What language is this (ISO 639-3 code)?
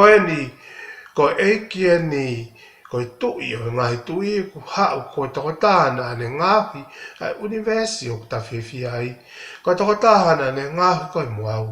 ton